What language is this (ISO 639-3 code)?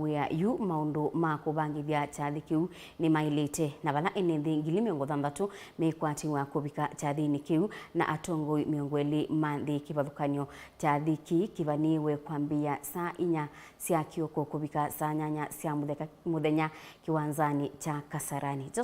kam